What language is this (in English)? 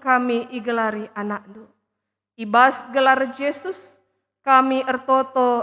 Batak Karo